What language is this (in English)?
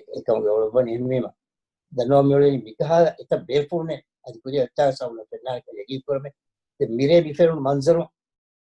Divehi